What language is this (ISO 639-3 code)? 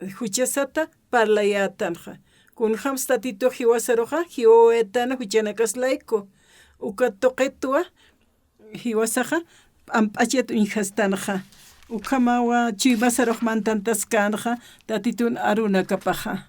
aym